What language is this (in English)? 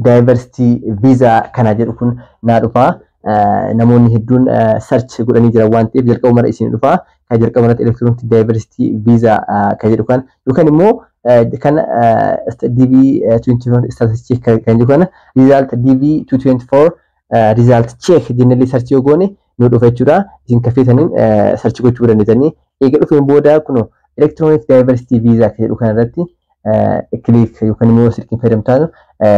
Oromo